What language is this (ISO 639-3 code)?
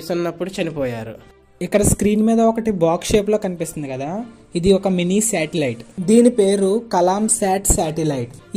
tel